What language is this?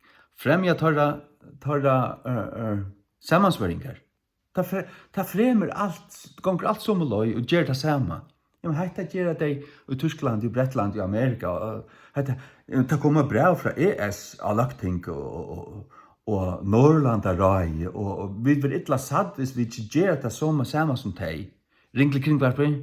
Faroese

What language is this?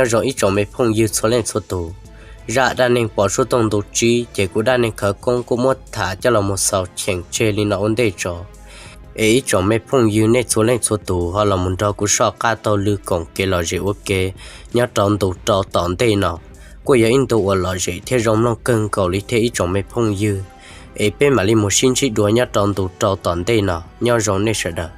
Hmong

